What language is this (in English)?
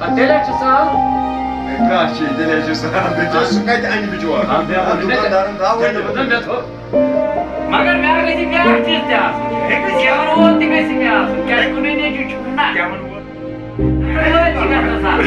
Kashmiri